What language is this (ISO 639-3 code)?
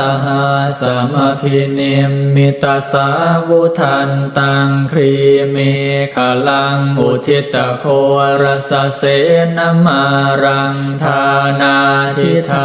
pli